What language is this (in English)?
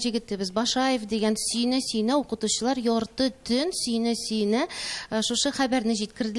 Tatar